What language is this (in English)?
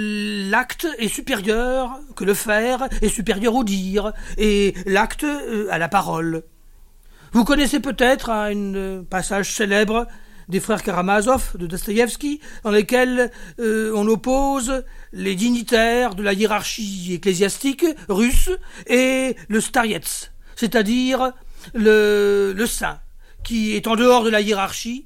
French